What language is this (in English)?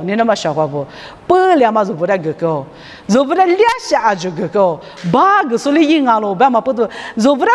Lisu